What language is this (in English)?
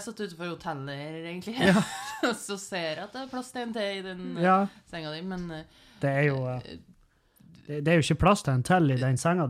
Norwegian